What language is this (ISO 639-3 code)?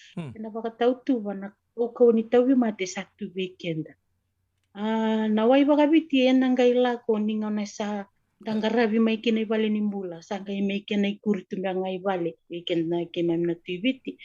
fij